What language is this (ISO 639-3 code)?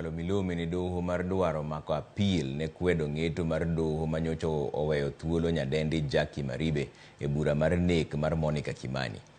luo